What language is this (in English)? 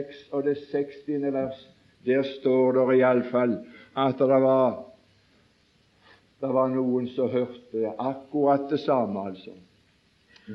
Norwegian